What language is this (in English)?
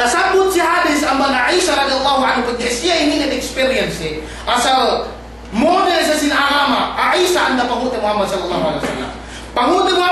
Yakan